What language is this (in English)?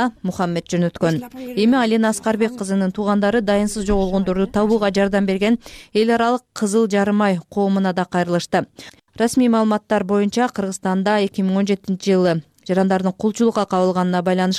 Kyrgyz